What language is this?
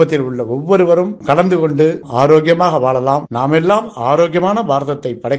Tamil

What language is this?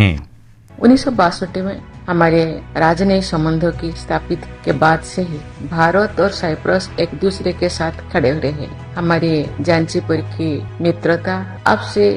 Urdu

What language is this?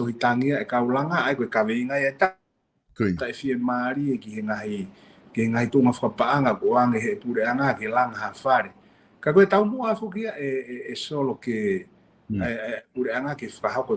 Tongan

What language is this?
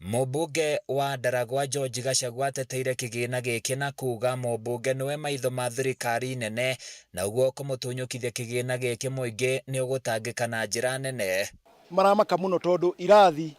Kikuyu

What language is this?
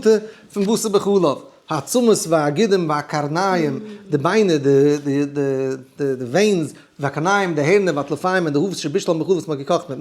Yiddish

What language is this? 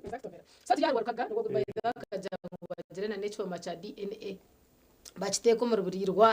Nyankole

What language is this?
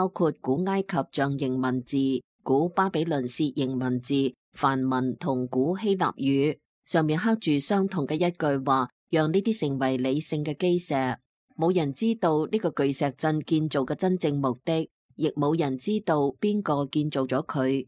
Cantonese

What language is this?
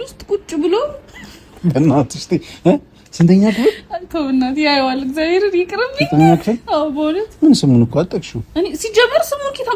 Amharic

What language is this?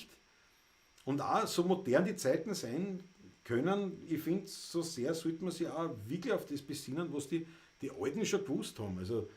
Bavarian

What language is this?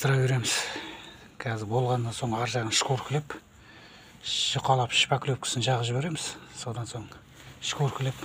Kazakh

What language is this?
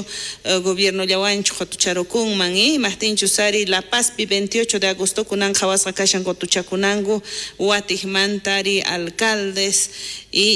South Bolivian Quechua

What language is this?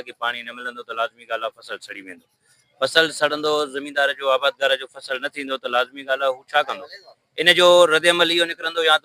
Sindhi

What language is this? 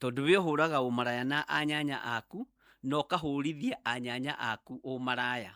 Kikuyu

